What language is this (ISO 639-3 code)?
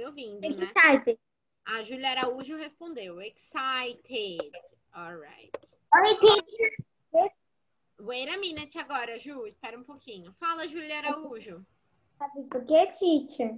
por